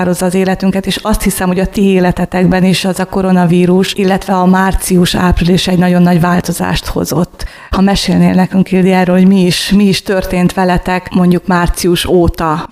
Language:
Hungarian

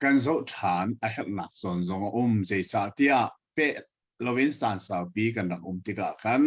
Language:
Hakha Chin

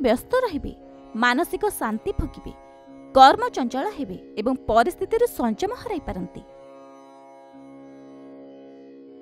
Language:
Odia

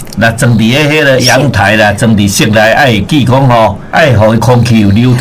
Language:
Min Nan Chinese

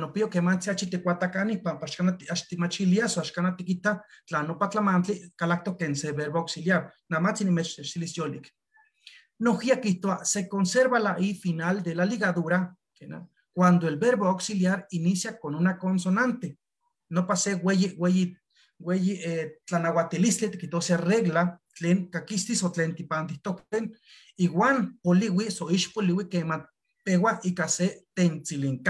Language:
Eastern Huasteca Nahuatl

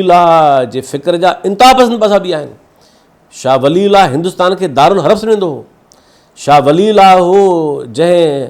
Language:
Sindhi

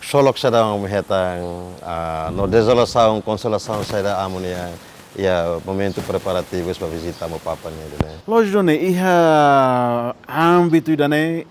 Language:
Tetum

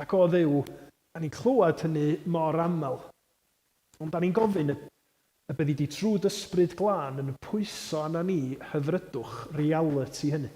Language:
Welsh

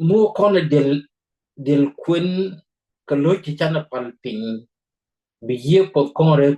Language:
Nuer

